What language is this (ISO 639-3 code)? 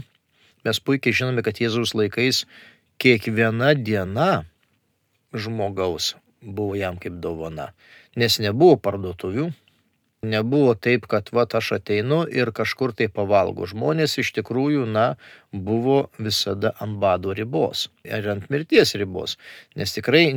lit